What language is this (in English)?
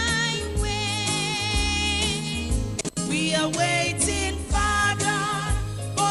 Ewe